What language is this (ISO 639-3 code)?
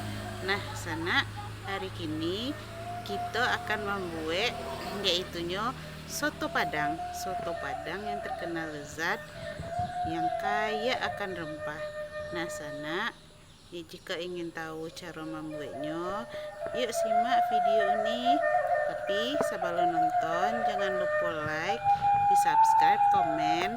min